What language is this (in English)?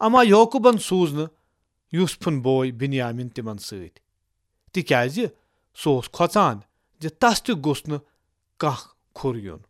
Kashmiri